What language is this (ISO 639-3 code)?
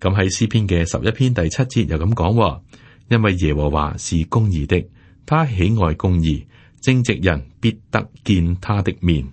yue